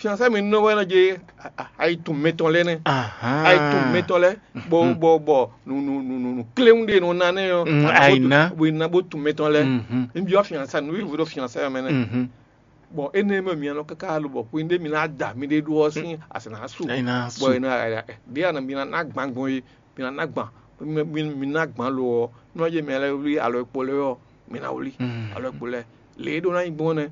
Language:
Fon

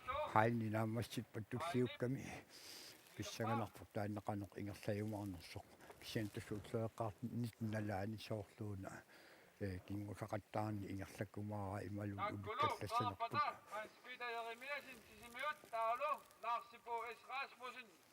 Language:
Kalaallisut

